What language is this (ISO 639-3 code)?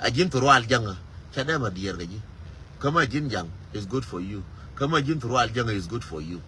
nus